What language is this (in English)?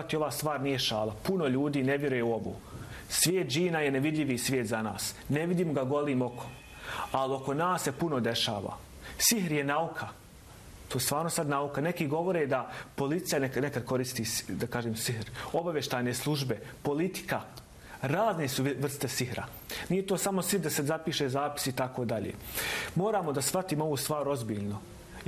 Bosnian